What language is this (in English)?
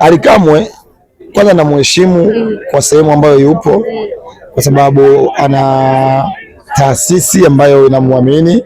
Swahili